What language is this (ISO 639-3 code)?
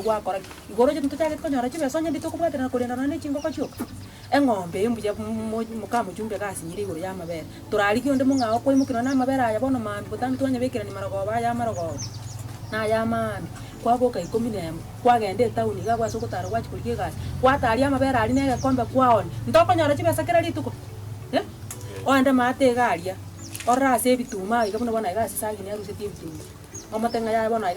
guz